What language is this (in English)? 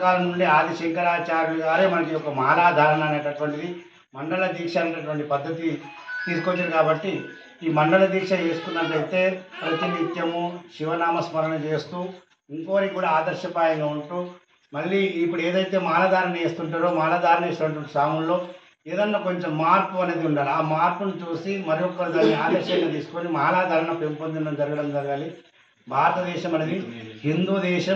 Telugu